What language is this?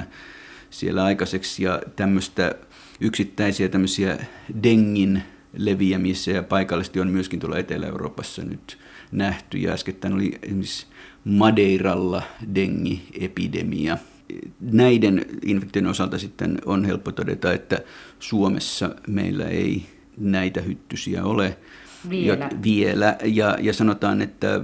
Finnish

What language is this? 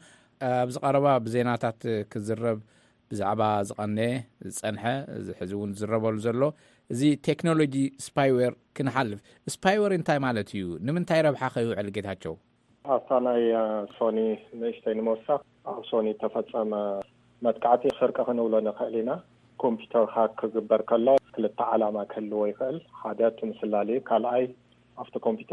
Tigrinya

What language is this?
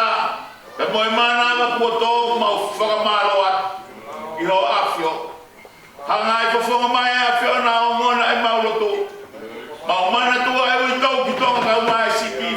Tongan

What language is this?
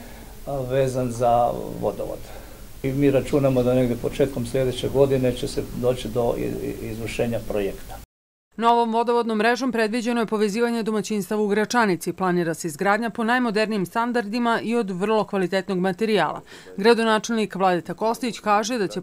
Serbian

